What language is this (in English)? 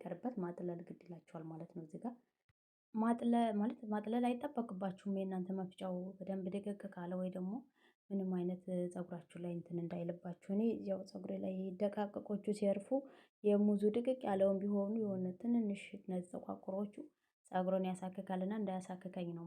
Amharic